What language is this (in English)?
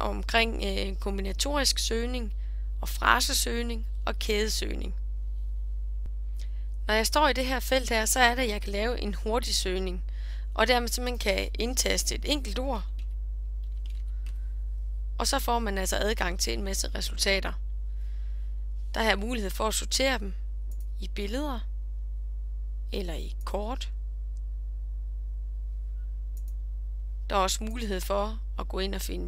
Danish